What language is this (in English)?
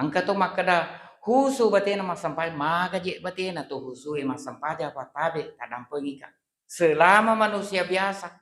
Buginese